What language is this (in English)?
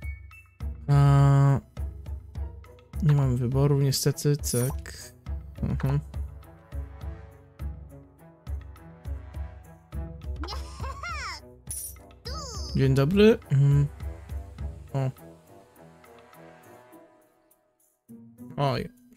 Polish